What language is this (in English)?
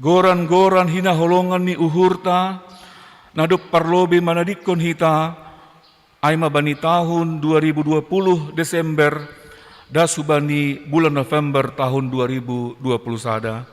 Batak Simalungun